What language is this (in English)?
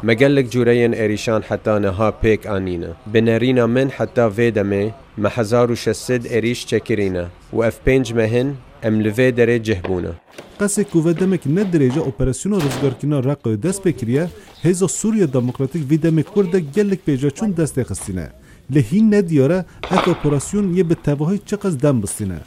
Kurdish